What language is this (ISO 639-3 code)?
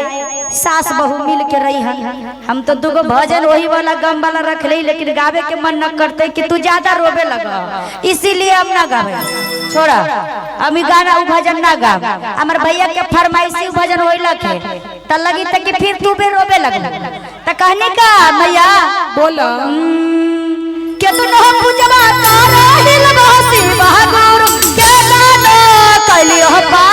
mag